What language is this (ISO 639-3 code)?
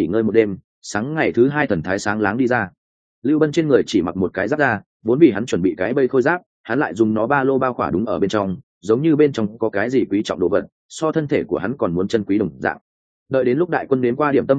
vie